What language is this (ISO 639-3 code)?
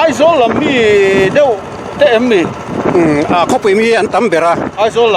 lus